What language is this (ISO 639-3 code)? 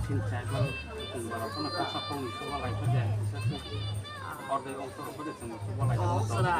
trp